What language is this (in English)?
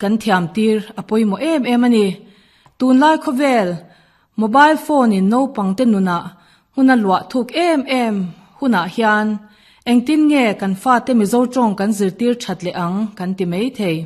Mizo